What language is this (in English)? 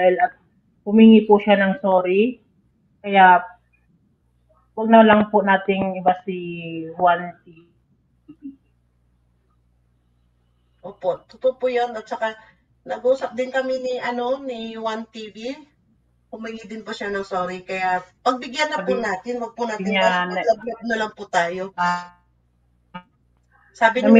Filipino